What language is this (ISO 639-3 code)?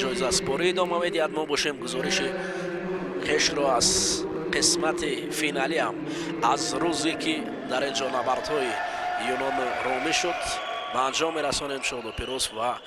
tgk